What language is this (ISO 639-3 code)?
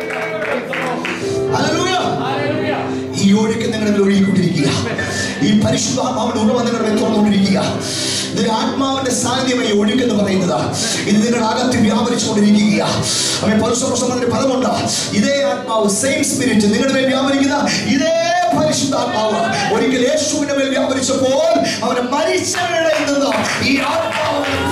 mal